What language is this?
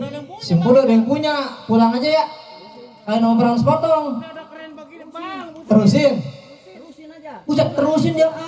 Betawi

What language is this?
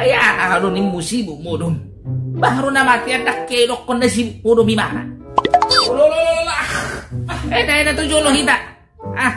Batak Toba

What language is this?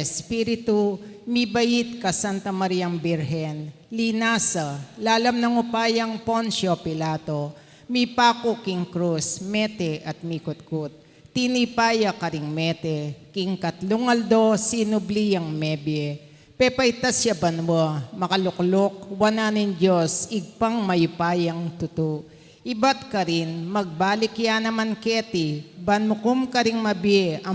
Pampanga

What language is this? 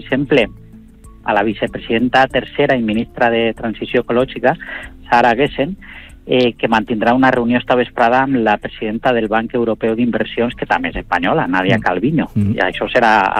Catalan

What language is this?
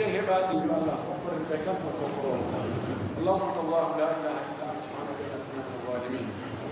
Pular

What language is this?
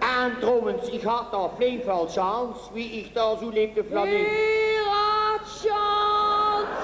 Limburgish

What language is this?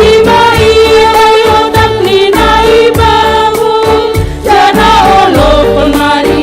Batak Simalungun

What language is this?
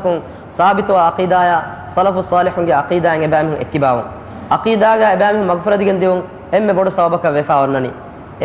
Divehi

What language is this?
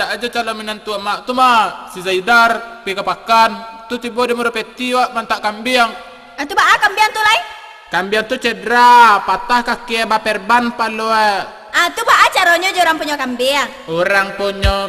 Minangkabau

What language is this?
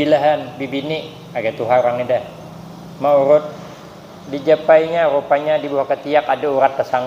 Banjar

